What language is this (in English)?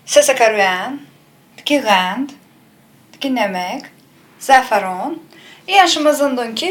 Talysh